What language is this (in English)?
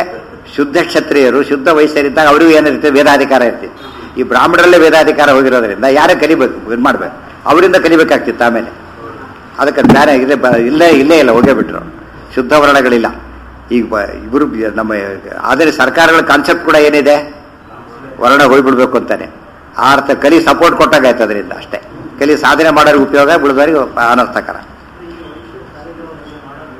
Kannada